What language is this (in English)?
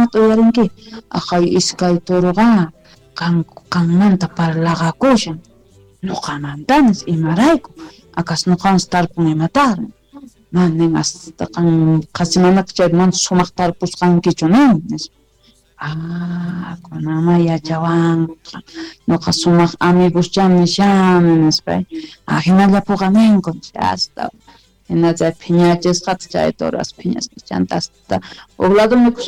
Quechua